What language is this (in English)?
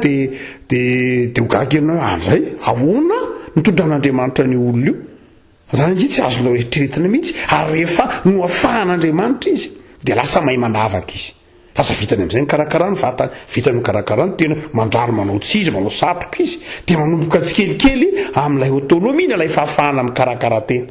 Malagasy